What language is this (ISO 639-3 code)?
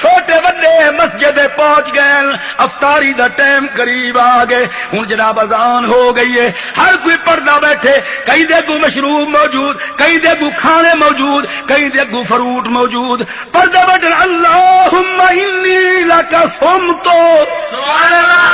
skr